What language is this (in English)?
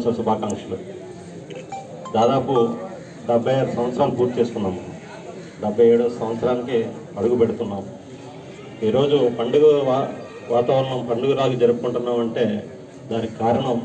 Telugu